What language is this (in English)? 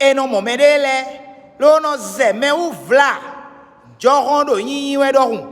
Fon